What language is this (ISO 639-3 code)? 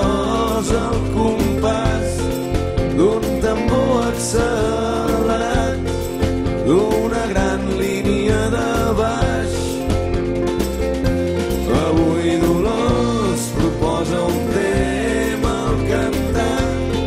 cat